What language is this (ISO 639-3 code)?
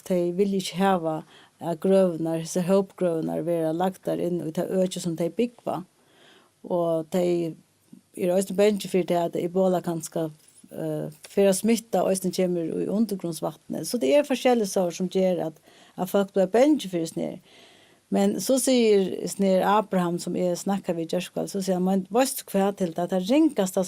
fao